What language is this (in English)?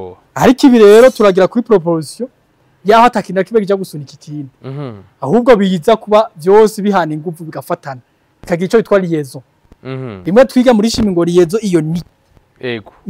Rundi